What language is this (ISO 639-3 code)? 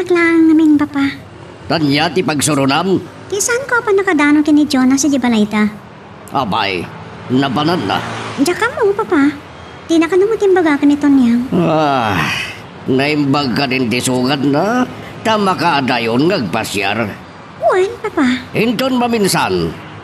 ilo